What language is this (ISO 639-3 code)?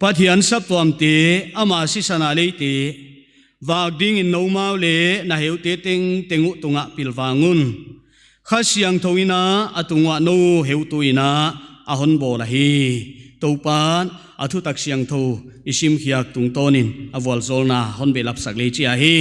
pck